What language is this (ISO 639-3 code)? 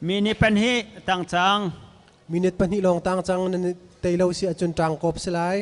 cnh